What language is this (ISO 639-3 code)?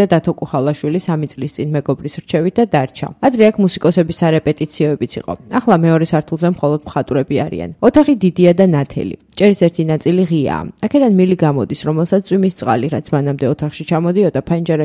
kat